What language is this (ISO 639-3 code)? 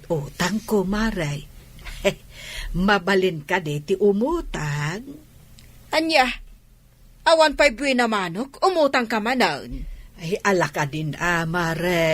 ilo